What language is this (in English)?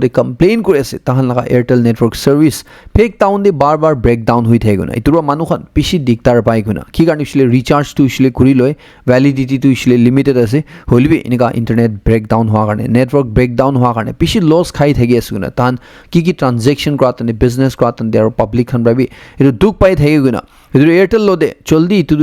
Naga Pidgin